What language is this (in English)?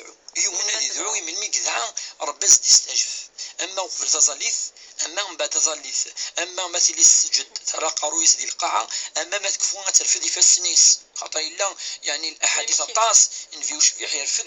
Kabyle